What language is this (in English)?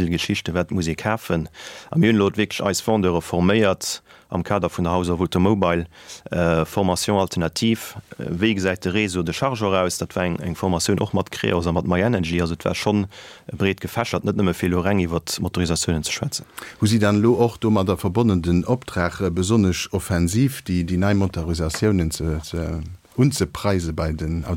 Luxembourgish